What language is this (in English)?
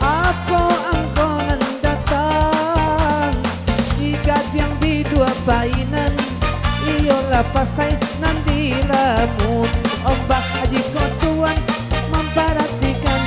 Minangkabau